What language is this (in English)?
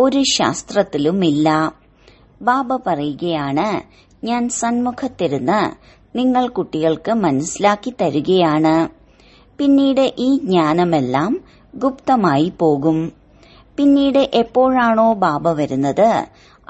Malayalam